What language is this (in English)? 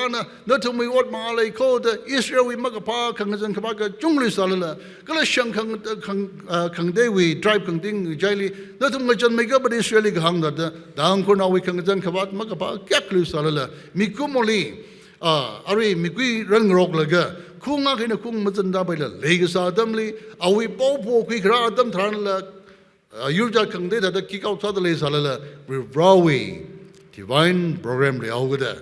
Tangkhul Naga (India)